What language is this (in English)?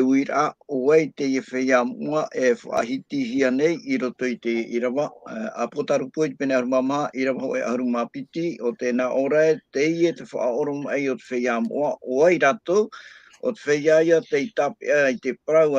Tahitian